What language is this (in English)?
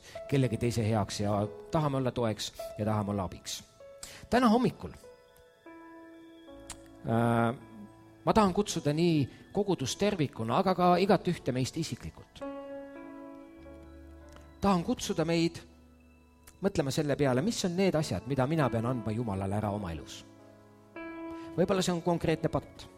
Estonian